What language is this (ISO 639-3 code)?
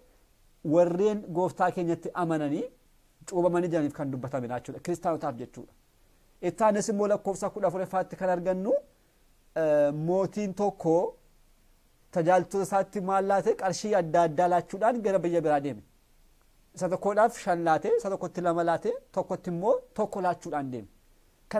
orm